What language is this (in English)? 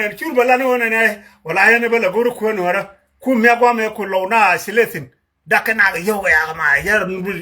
Nuer